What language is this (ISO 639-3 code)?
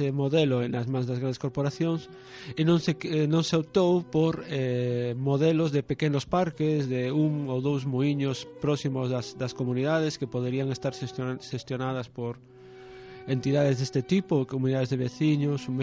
glg